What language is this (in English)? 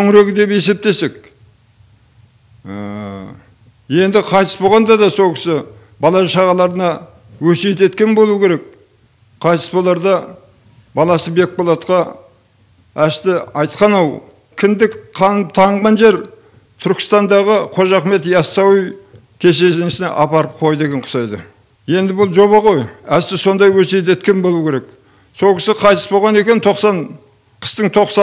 Kazakh